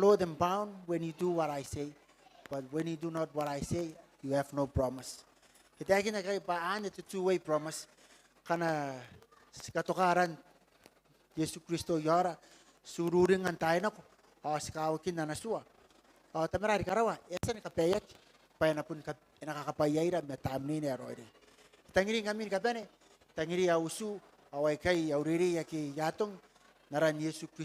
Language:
Gilbertese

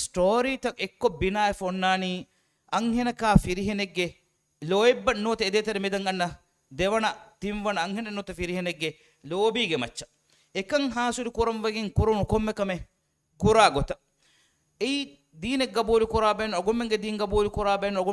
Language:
Divehi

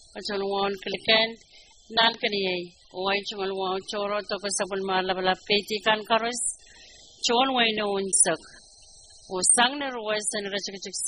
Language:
Pohnpeian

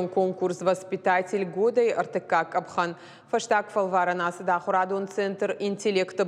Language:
Ossetic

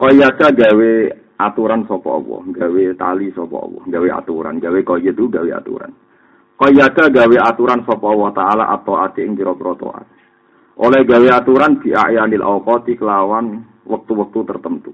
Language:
Javanese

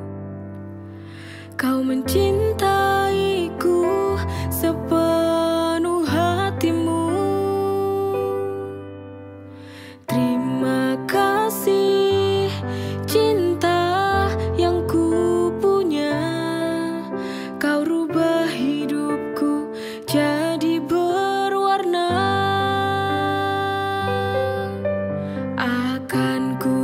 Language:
Indonesian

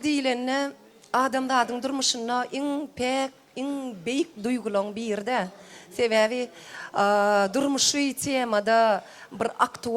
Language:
Turkmen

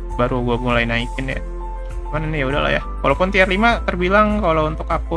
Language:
Indonesian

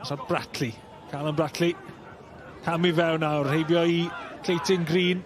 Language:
Welsh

